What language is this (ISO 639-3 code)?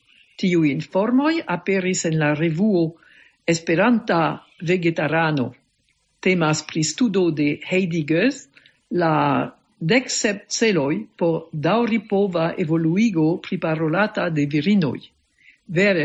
epo